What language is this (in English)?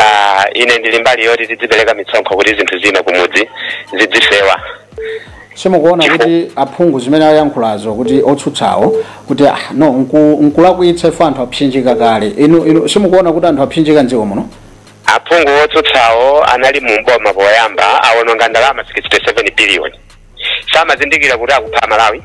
Nyanja